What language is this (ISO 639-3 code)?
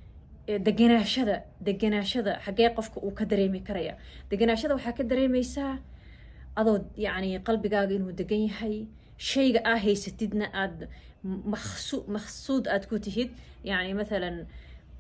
som